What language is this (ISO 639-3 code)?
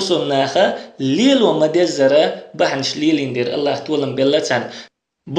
che